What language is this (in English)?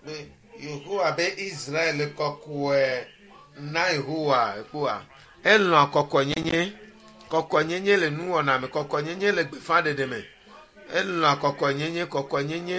Ewe